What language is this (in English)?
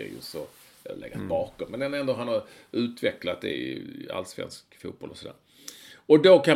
Swedish